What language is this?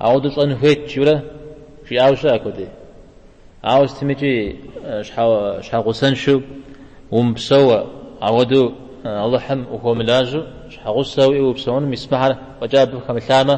Kabardian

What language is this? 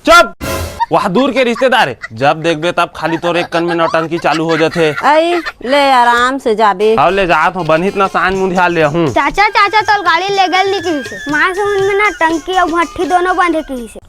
Chhattisgarhi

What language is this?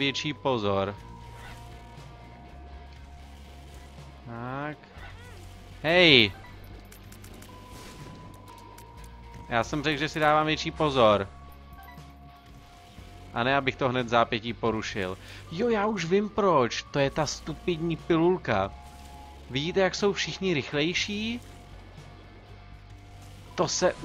Czech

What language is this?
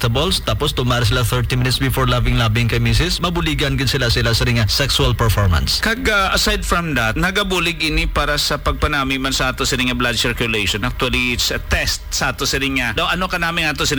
Hiligaynon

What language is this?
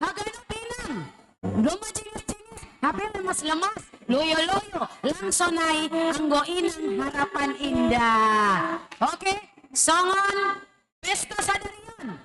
Batak Simalungun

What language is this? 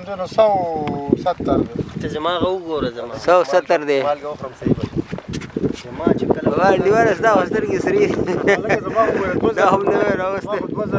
Pashto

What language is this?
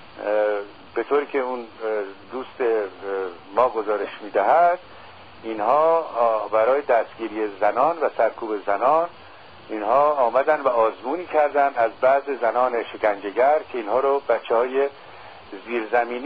Persian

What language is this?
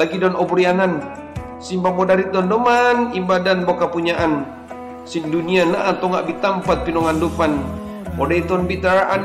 Mongondow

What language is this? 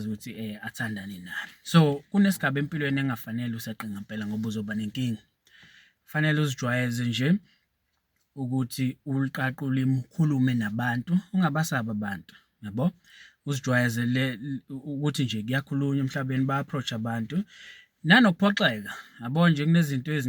Zulu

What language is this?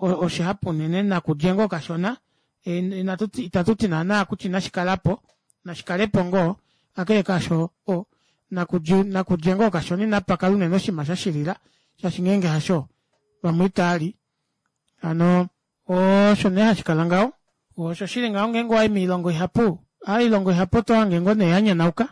Kuanyama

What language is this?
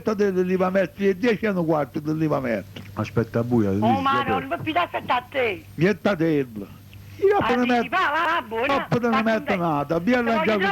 Neapolitan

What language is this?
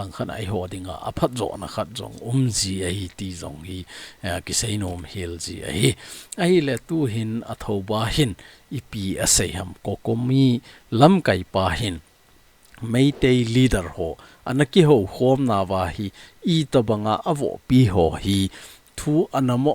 Thado Chin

